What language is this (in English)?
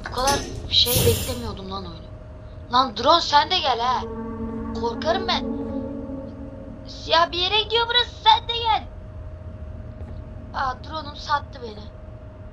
Turkish